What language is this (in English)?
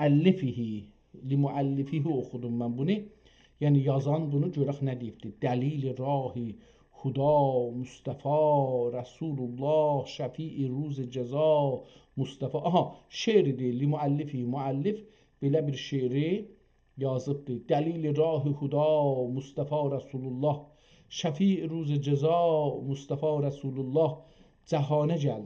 South Azerbaijani